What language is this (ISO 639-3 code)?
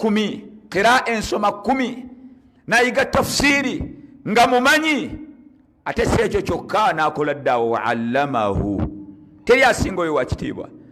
lug